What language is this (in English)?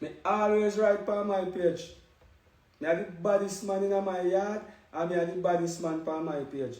Jamaican Creole English